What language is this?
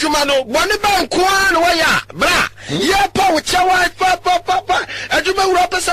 Akan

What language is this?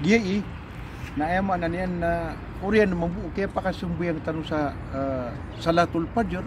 Maranao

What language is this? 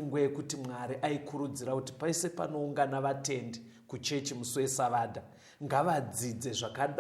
Shona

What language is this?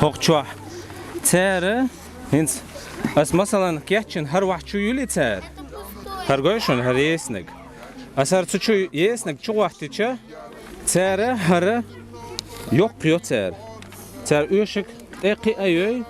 Chechen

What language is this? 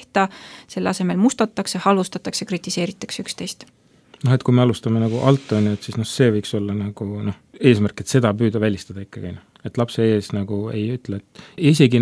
Estonian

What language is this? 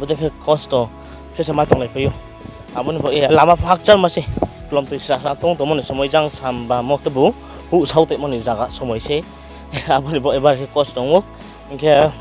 Riang (India)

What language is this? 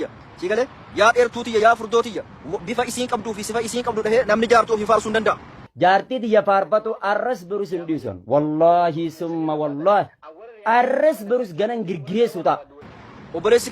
Oromo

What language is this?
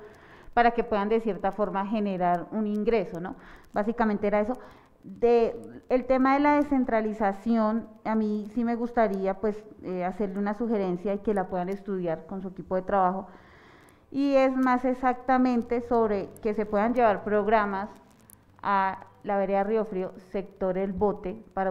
Spanish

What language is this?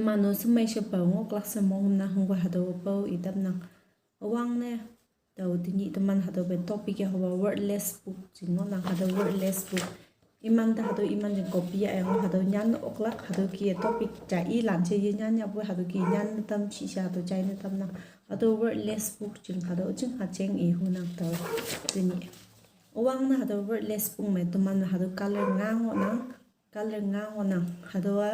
Konyak Naga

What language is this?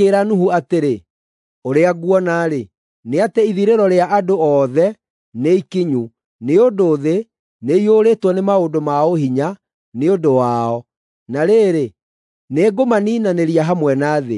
Kikuyu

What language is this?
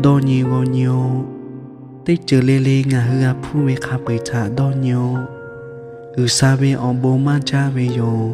Lahu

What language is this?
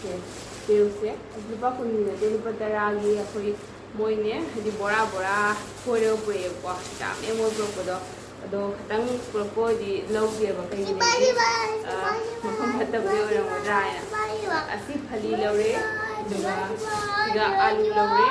Manipuri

